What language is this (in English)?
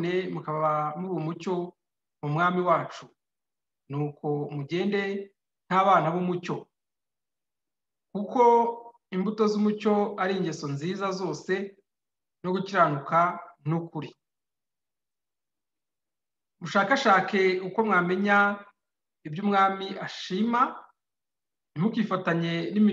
Kinyarwanda